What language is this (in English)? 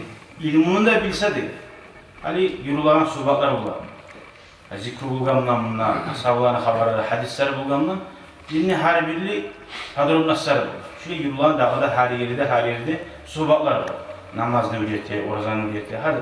Kumyk